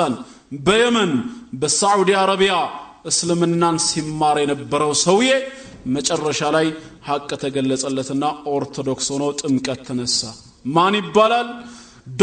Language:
Amharic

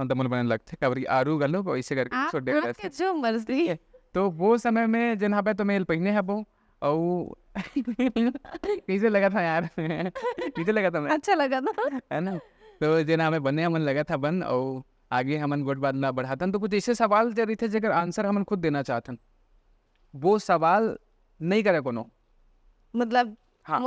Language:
Chhattisgarhi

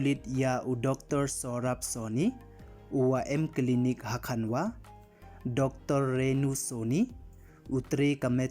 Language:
Pnar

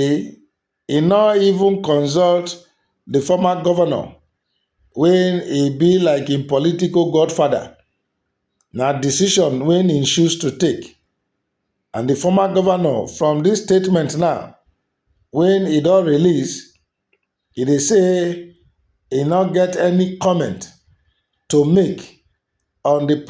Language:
Nigerian Pidgin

